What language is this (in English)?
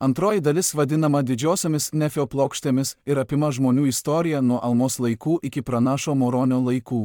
Lithuanian